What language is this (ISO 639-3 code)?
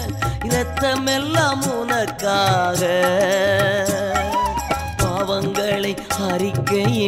tam